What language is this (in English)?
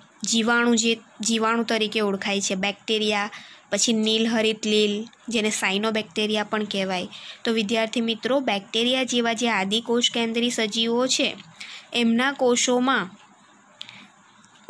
Gujarati